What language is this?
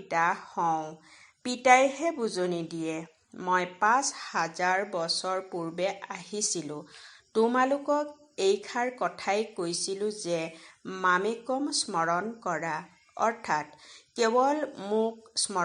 Assamese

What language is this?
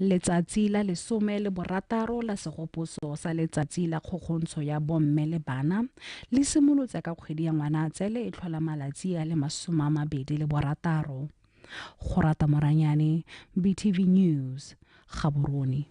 Tswana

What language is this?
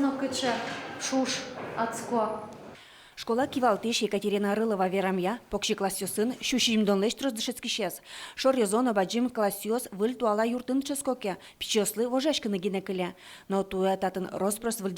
Udmurt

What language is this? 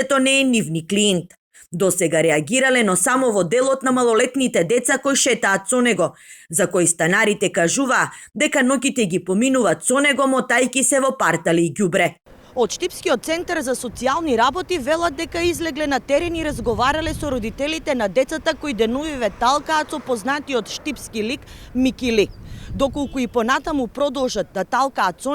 Macedonian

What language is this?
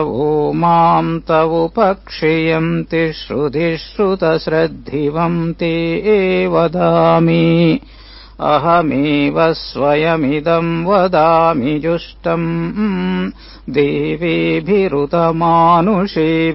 Sanskrit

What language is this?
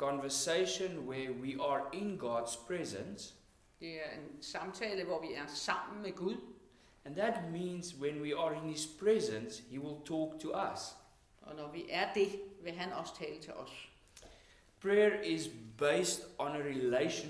Danish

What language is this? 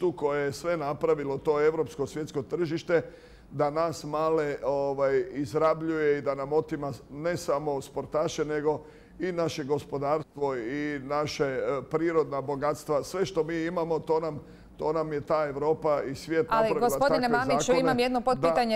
Croatian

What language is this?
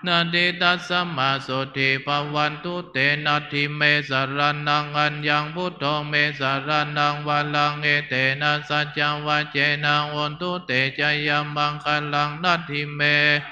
Pali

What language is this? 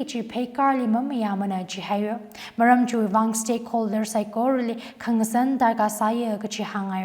Tangkhul Naga (India)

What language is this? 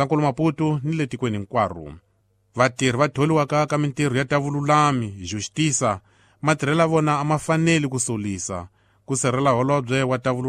Tsonga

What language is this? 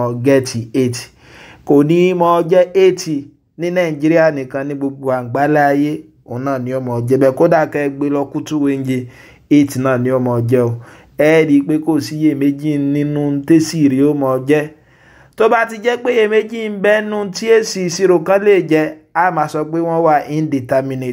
Yoruba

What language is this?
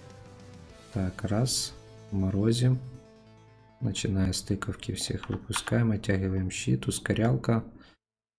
Russian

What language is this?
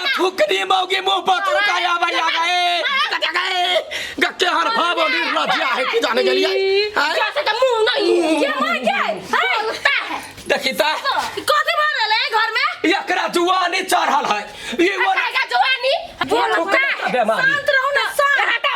Maithili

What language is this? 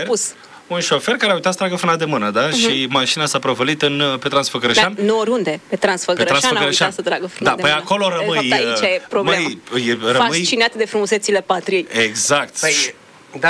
Romanian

